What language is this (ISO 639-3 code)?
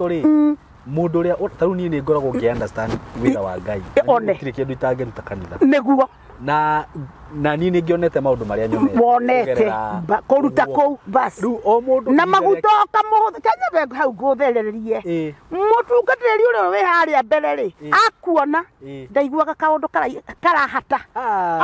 kik